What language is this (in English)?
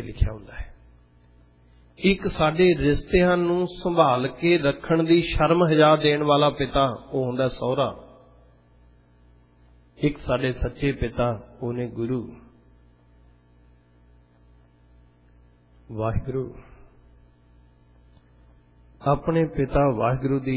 Punjabi